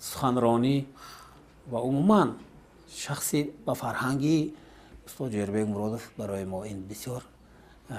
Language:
Tajik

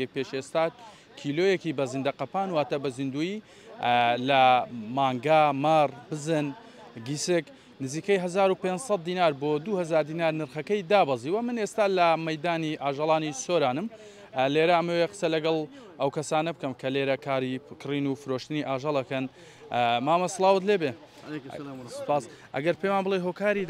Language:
Central Kurdish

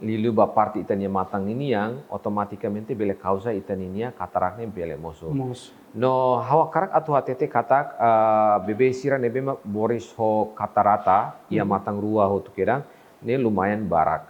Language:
Tetum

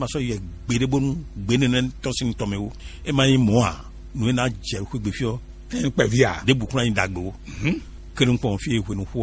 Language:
Fon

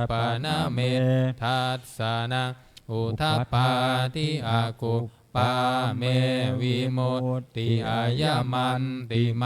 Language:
Pali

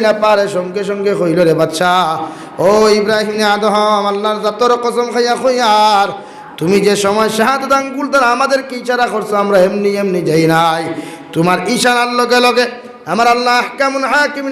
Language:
Sylheti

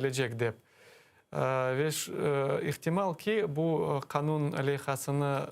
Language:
Crimean Tatar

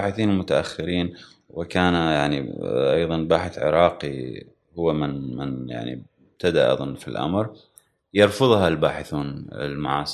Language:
Gulf Arabic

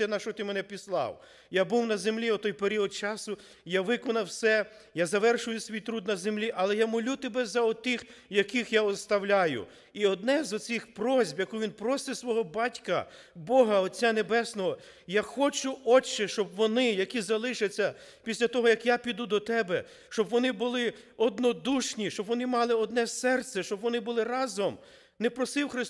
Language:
Ukrainian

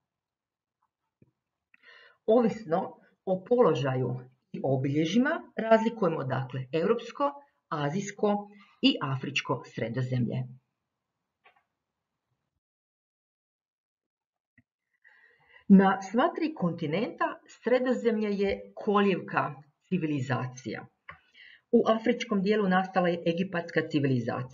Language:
Croatian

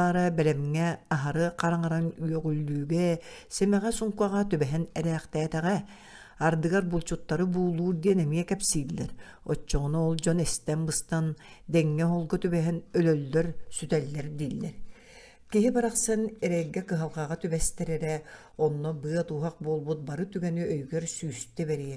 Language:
Yakut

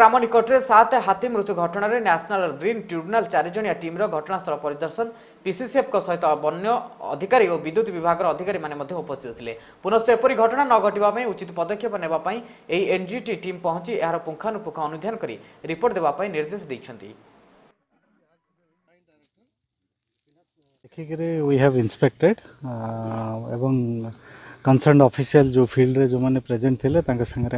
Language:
Odia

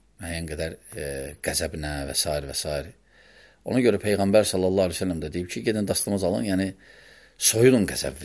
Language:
Azerbaijani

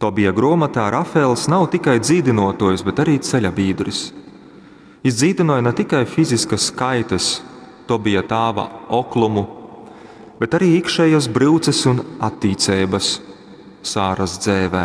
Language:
Latgalian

